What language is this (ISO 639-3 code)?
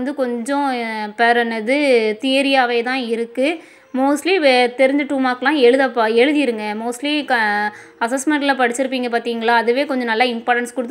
tam